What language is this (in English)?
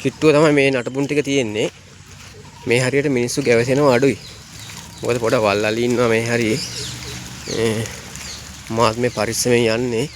Sinhala